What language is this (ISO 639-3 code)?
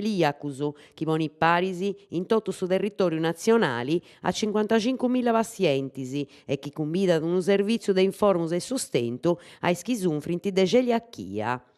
srd